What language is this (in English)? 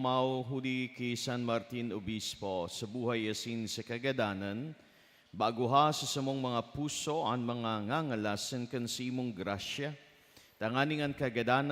Bikol